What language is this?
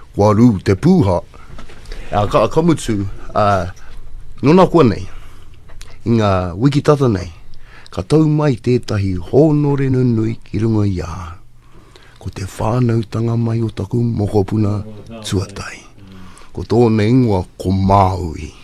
Māori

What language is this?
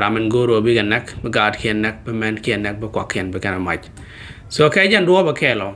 Nuer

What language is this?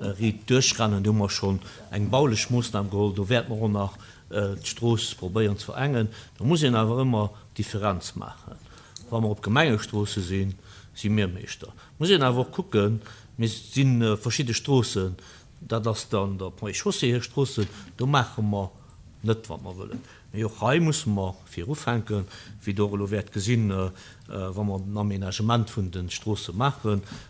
Luxembourgish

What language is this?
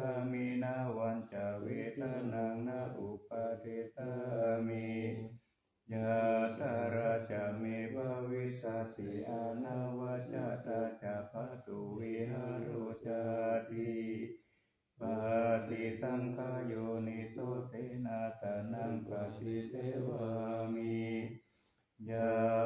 Pali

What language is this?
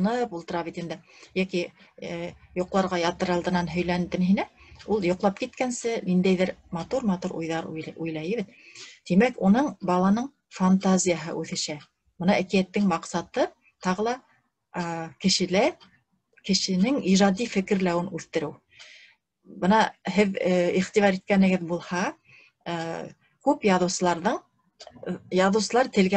Bashkir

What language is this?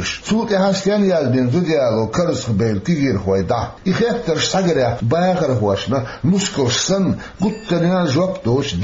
Chechen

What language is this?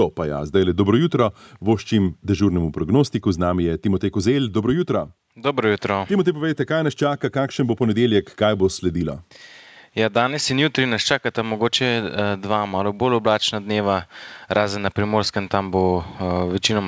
Slovenian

